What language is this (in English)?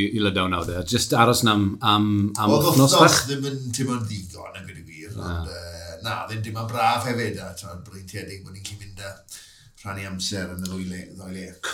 Welsh